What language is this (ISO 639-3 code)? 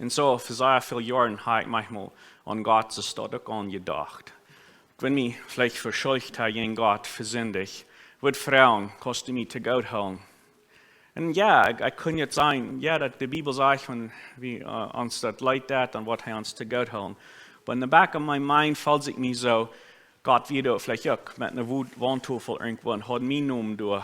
pdt